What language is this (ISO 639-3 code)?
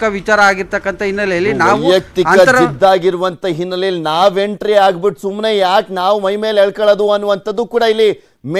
kan